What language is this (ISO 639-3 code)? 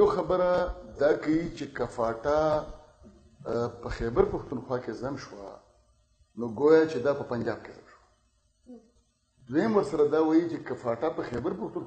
pus